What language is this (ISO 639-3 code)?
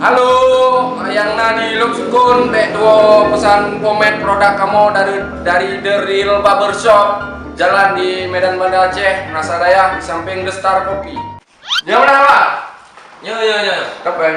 ace